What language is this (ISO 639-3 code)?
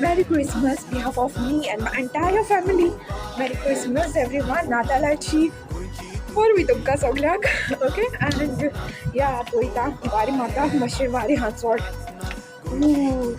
kok